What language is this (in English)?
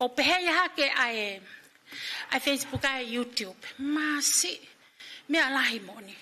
Tongan